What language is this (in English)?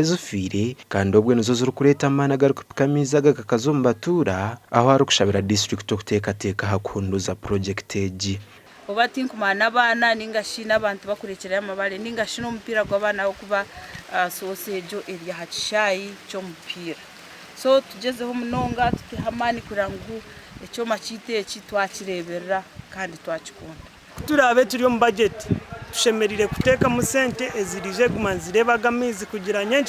Nyankole